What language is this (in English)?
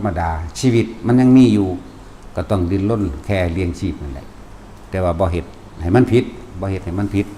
Northeastern Thai